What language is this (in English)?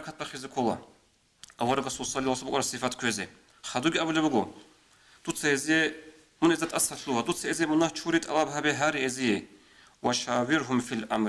Avaric